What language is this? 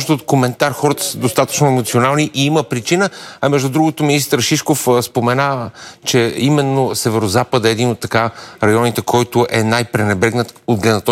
Bulgarian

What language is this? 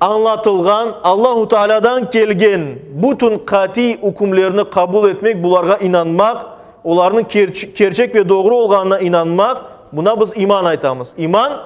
Crimean Tatar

